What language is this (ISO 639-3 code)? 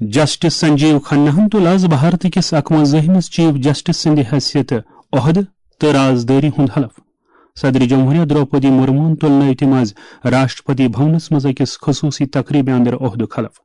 kas